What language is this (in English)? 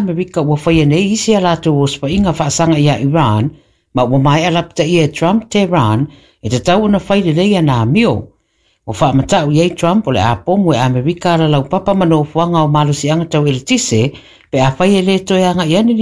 Samoan